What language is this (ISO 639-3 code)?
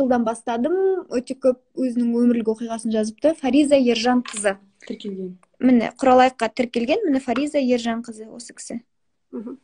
kaz